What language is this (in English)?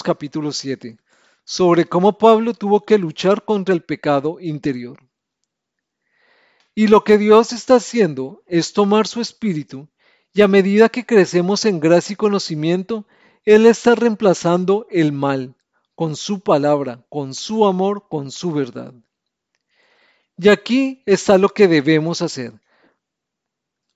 Spanish